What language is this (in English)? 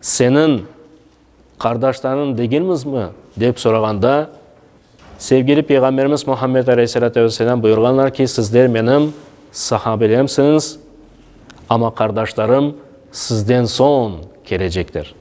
Crimean Tatar